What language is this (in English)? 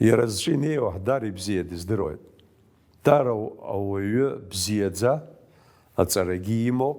Abkhazian